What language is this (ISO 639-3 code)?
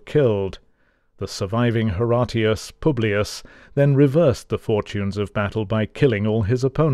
eng